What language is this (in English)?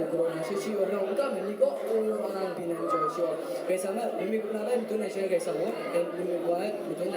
Kachin